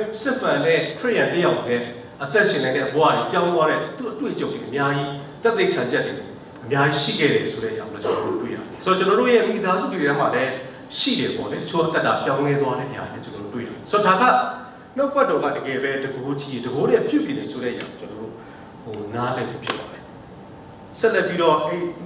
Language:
Burmese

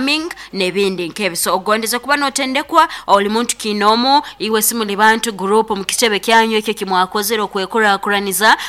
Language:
Nyoro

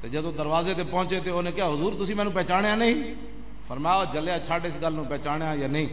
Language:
Western Panjabi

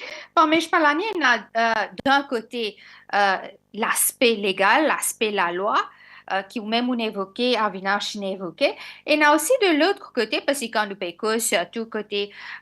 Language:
Morisyen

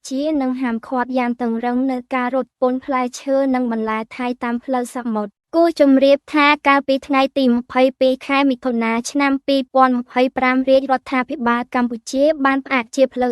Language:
Khmer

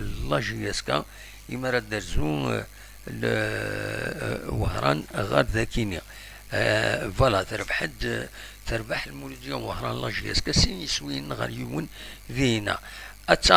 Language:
Kabyle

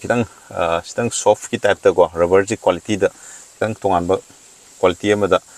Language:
Manipuri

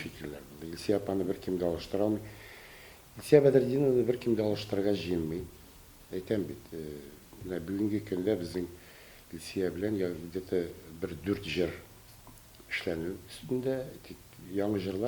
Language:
Tatar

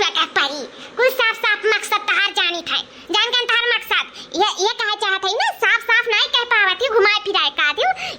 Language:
Awadhi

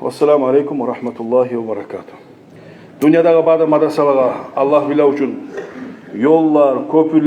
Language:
Kumyk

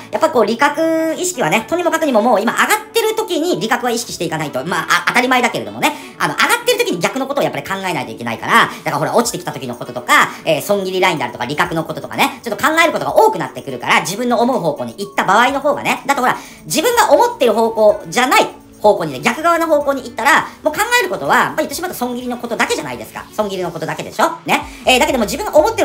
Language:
Japanese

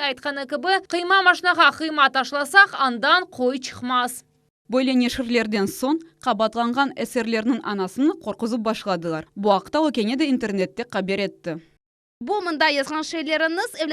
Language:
Crimean Tatar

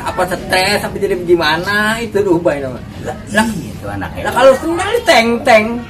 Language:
Betawi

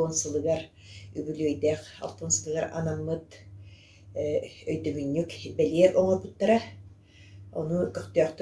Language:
Yakut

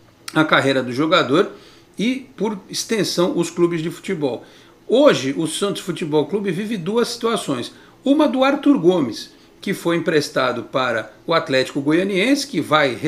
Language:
Portuguese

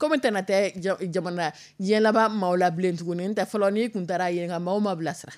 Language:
Dyula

